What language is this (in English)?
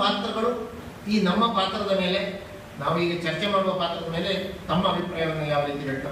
Kannada